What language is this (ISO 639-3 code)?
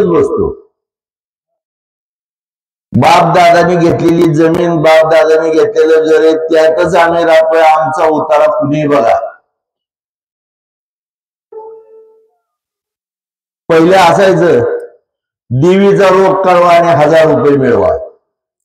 mar